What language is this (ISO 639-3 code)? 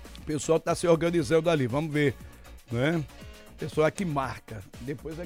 por